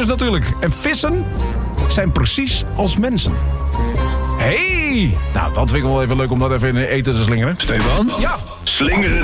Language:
Dutch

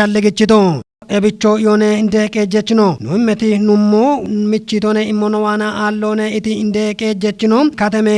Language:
Kafa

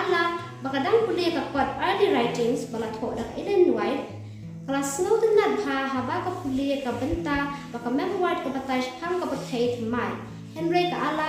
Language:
Khasi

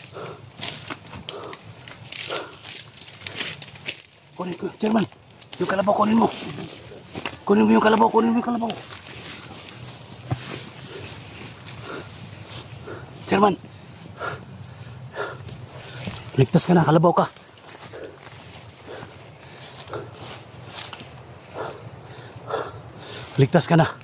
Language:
Filipino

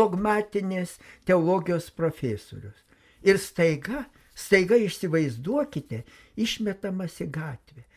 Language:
Lithuanian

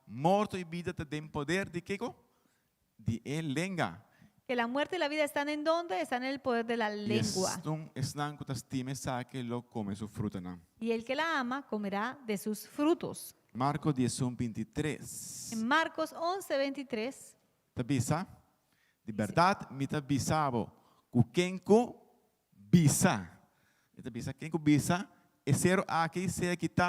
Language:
Papiamento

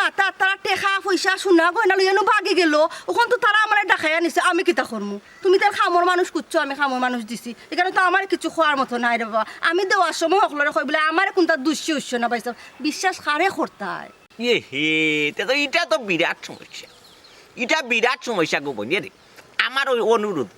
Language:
Sylheti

